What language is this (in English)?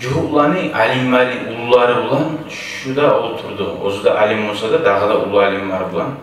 Kumyk